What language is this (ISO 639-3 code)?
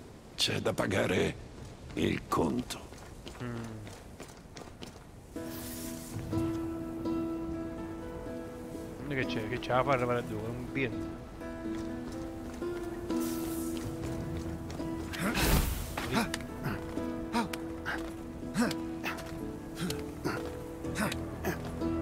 ita